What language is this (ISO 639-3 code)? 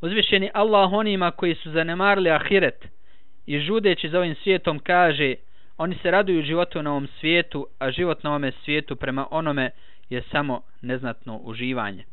bos